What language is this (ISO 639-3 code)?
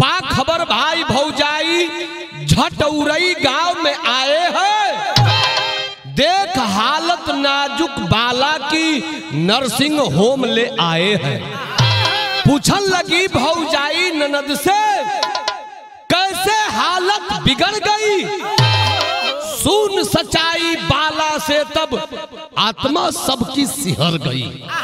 bho